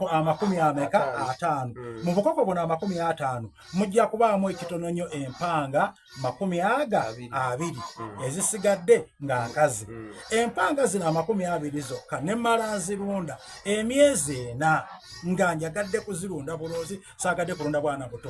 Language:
Soga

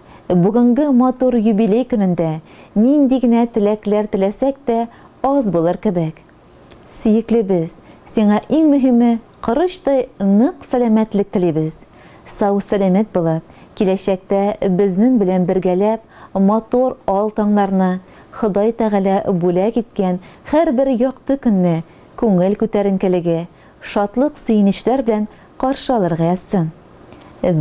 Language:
Tatar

